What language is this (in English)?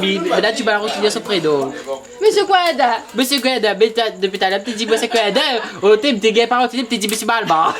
Réunion Creole French